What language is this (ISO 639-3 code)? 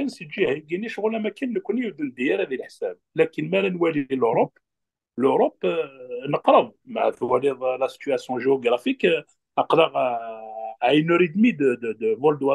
kab